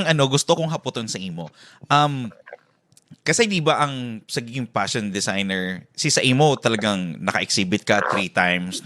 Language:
Bikol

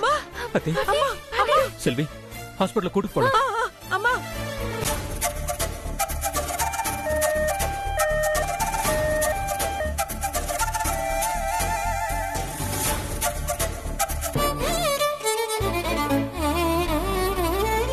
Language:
Telugu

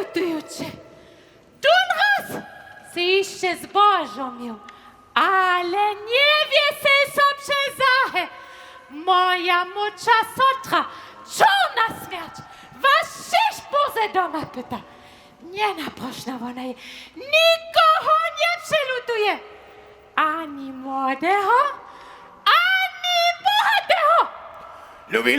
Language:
Upper Sorbian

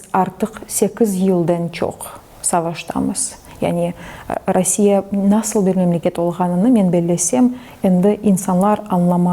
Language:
Crimean Tatar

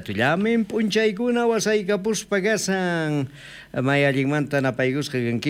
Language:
South Bolivian Quechua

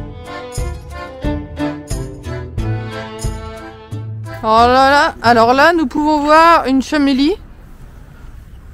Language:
French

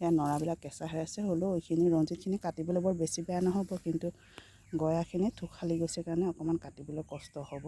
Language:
Assamese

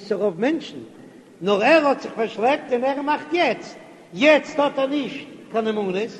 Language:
Yiddish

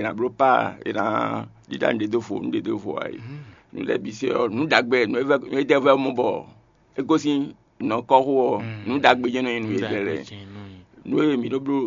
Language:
Fon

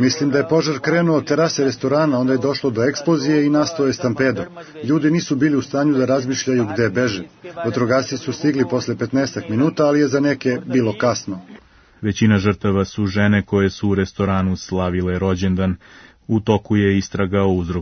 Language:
Serbian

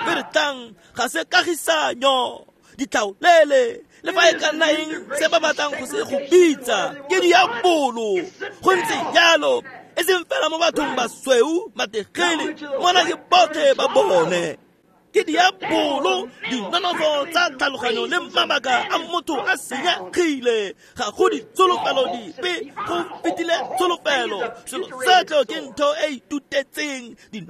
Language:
Tswana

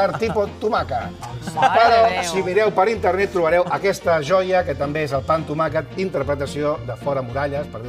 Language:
Catalan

